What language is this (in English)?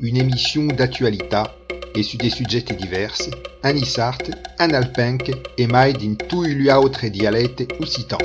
Occitan